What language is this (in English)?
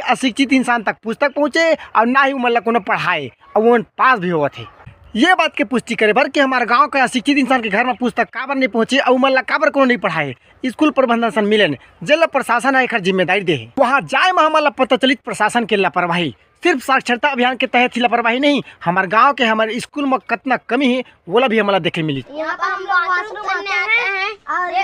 Chhattisgarhi